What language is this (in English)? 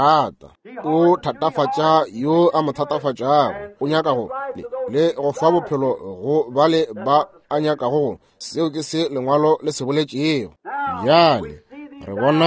Northern Sotho